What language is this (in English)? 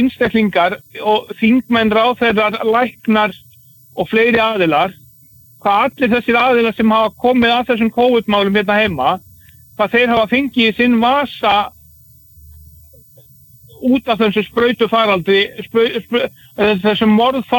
Icelandic